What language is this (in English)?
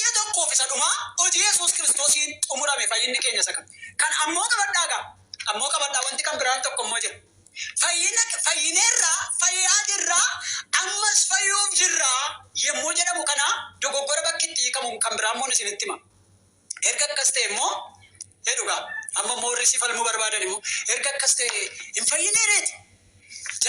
Oromo